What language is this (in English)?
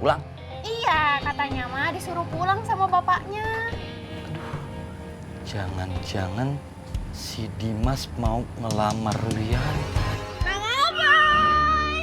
Betawi